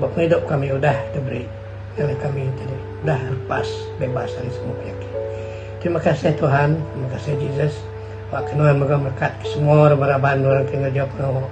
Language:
Iban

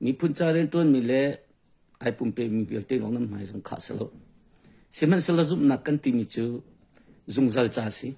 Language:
Hakha Chin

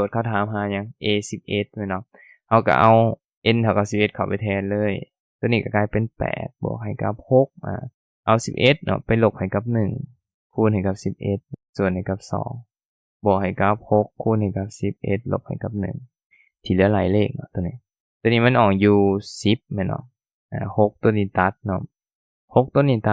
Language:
Lao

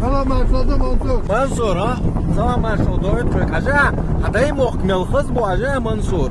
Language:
Chechen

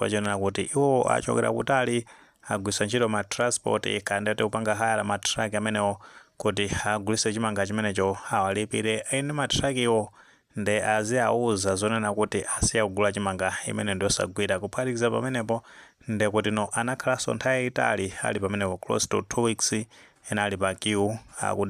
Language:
Nyanja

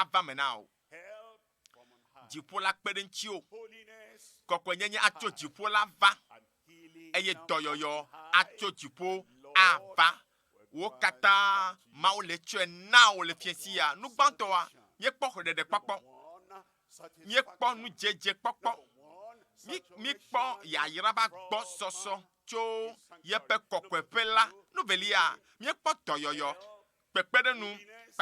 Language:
Ewe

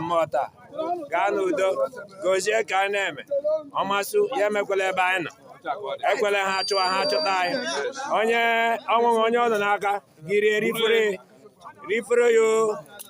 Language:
Igbo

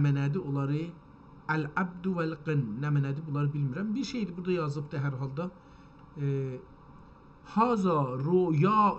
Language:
South Azerbaijani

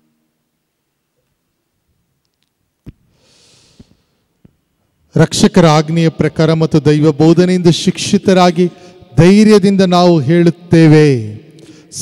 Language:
Kannada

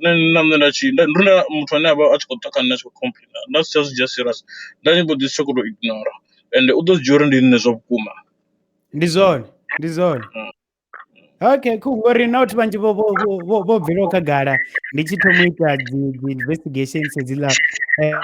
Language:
Venda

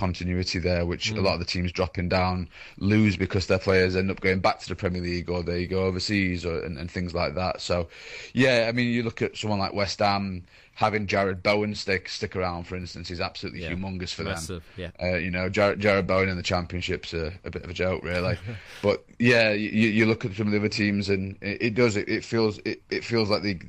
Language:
English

